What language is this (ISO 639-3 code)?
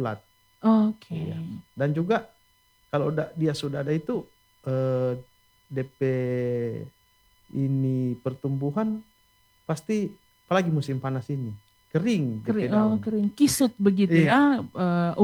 ind